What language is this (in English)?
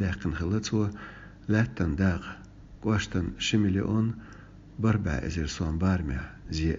Chechen